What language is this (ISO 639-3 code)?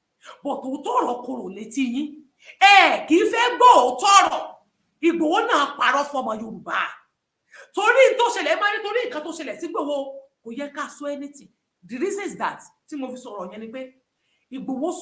yor